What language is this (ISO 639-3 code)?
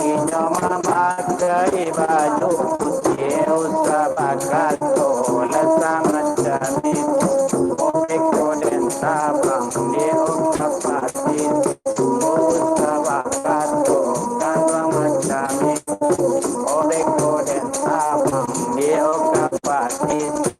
min